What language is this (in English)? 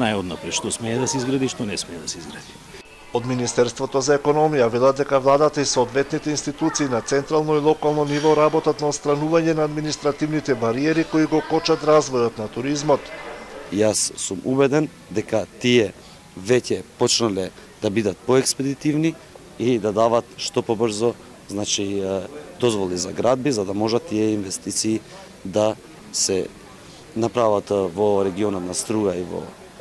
Macedonian